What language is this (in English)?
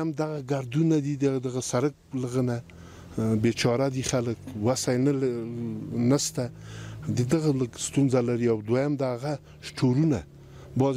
Pashto